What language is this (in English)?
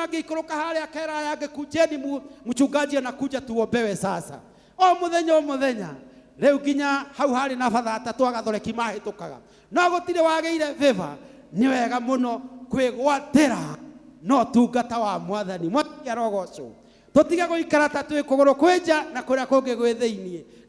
Kikuyu